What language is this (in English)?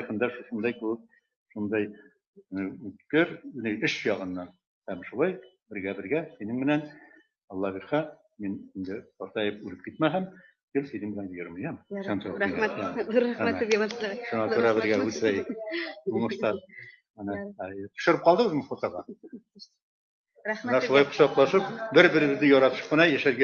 Bashkir